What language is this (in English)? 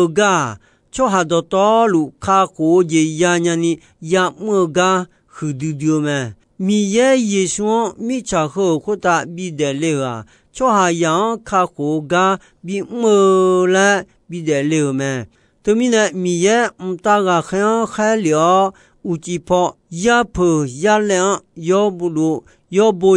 Akha